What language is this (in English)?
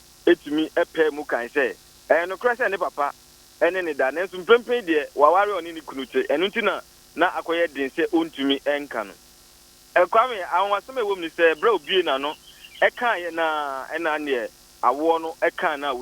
Akan